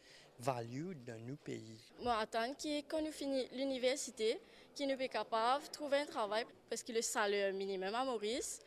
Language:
Morisyen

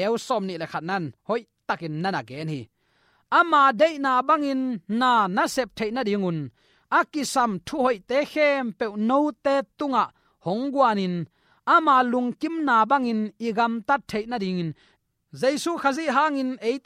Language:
Tedim Chin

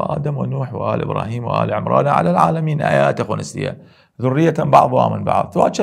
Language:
Southern Kurdish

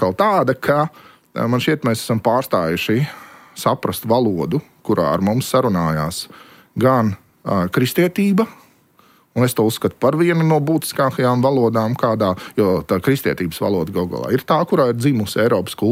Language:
Latvian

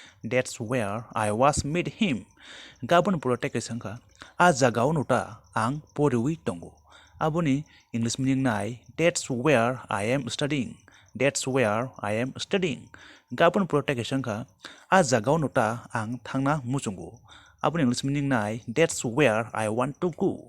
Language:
Kok Borok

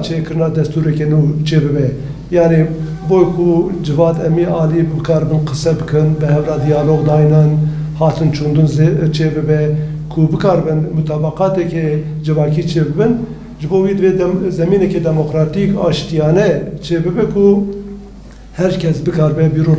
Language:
Kurdish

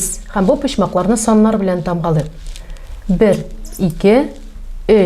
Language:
Tatar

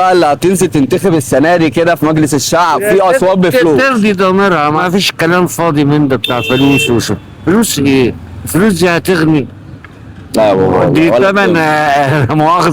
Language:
Egyptian Arabic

